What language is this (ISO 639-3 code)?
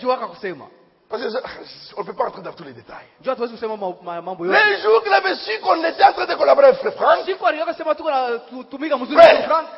swa